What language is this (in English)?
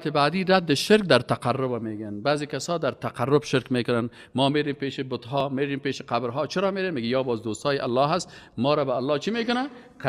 Persian